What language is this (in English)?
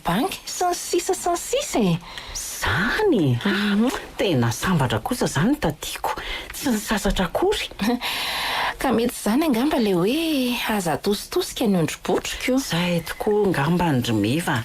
Malagasy